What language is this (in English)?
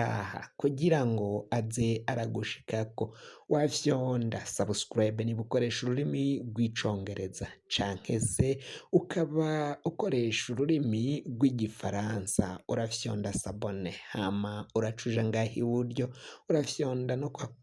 Rundi